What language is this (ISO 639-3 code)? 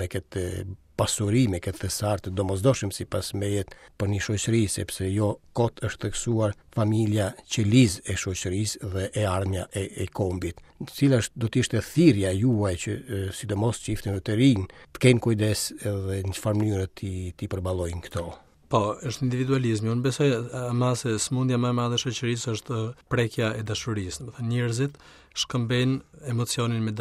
sqi